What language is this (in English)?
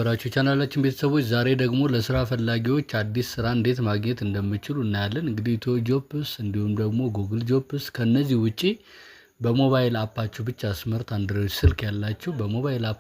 Amharic